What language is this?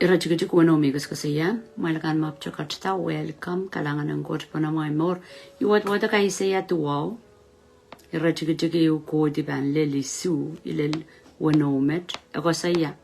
Pohnpeian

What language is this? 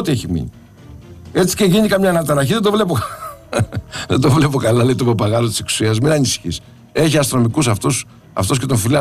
Greek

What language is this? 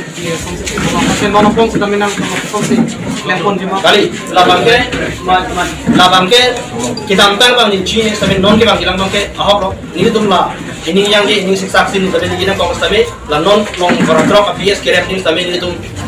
Karbi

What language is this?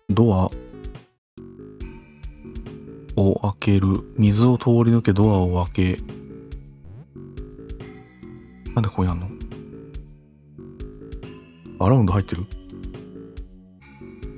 Japanese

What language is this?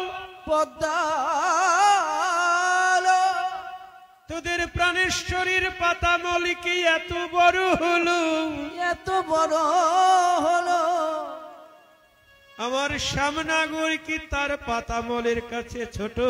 Bangla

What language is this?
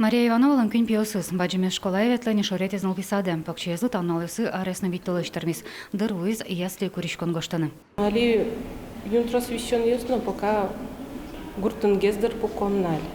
Udmurt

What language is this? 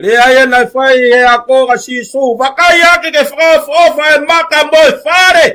Tongan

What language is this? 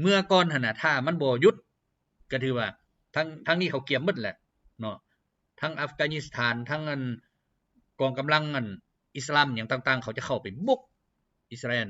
Lao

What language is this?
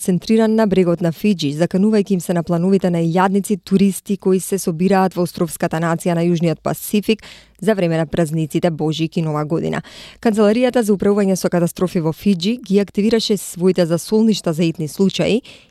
Macedonian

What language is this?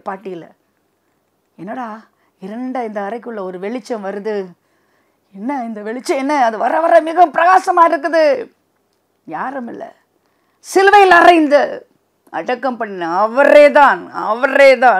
Tamil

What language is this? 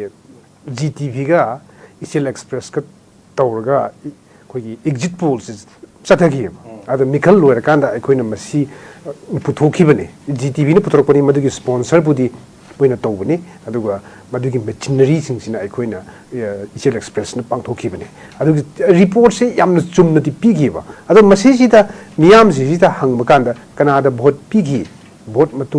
Manipuri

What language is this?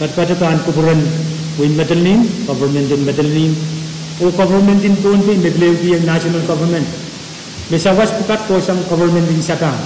Pohnpeian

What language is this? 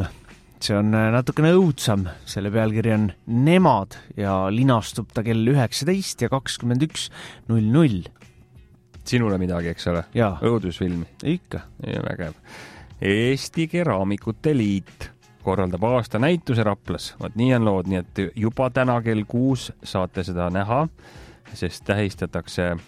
Estonian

